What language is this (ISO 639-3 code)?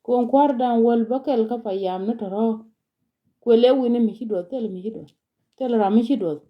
nus